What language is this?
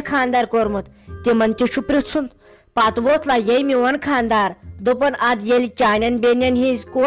Kashmiri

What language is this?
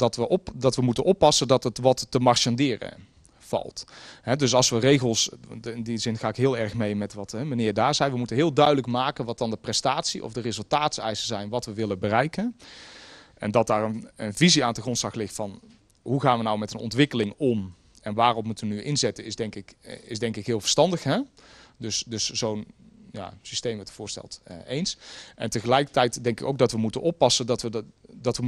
Dutch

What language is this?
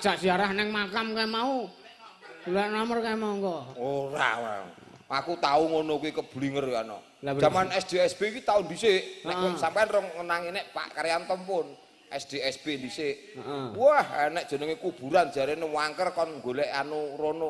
Javanese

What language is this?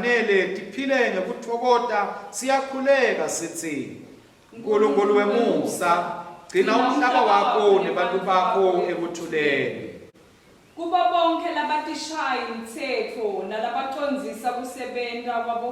Swati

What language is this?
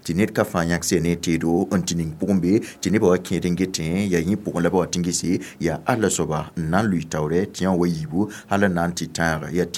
Mossi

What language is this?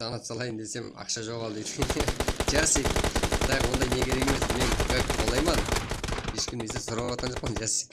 Kara-Kalpak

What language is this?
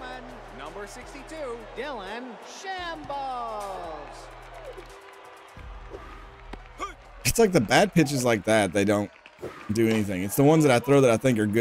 English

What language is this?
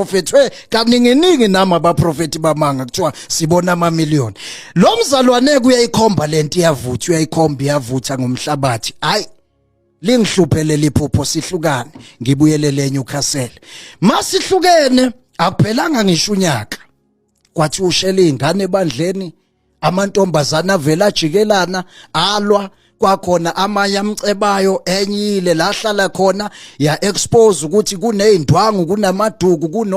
Zulu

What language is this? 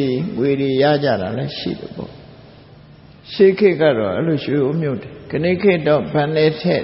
Burmese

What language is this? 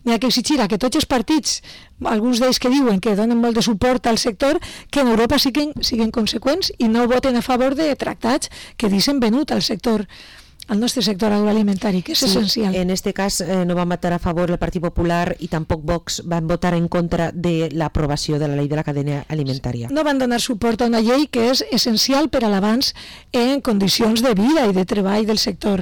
Catalan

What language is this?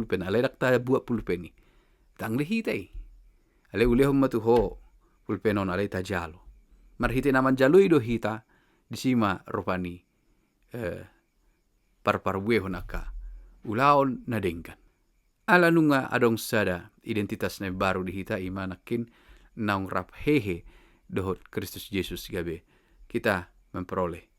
Batak Toba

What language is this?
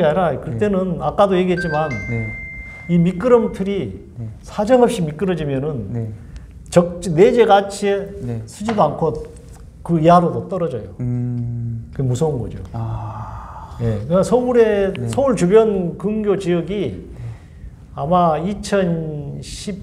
Korean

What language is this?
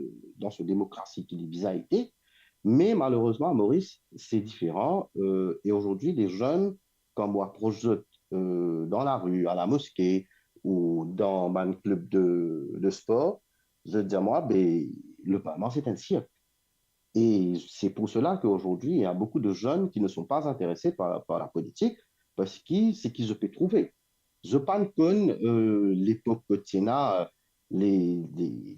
Morisyen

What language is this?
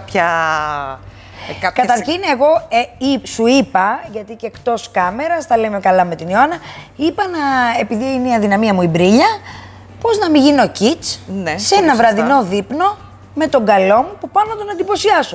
Greek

